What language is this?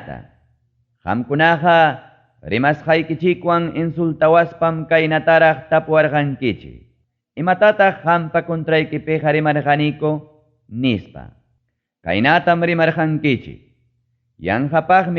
Ayacucho Quechua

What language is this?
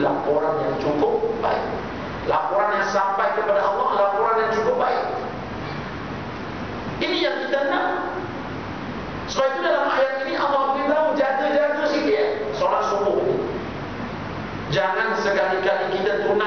Malay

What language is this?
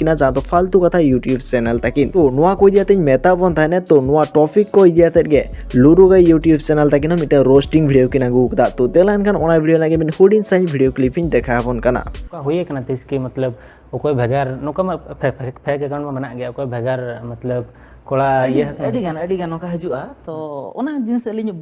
Santali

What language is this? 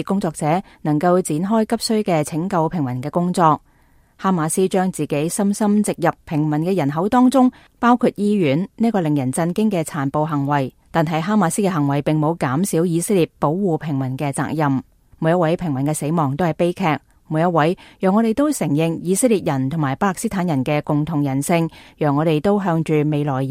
Cantonese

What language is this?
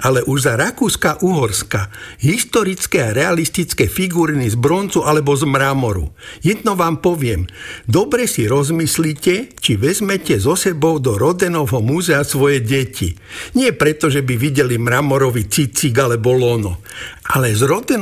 Slovak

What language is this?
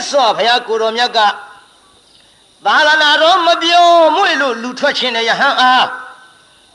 Burmese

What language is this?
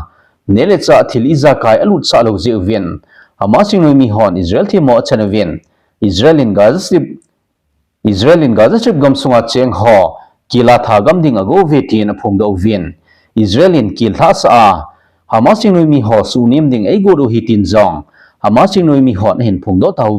Thado Chin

